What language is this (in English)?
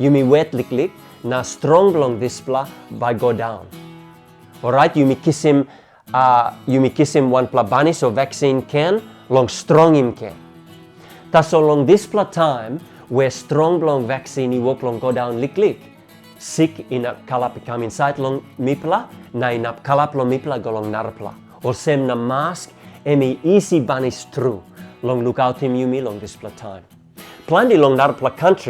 Tok Pisin